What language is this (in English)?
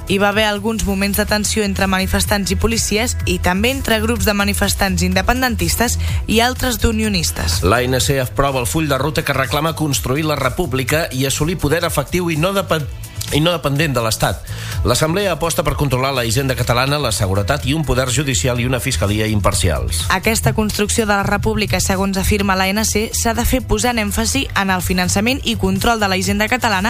Catalan